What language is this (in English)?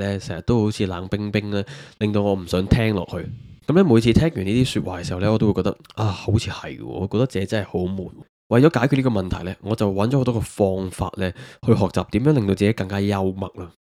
Cantonese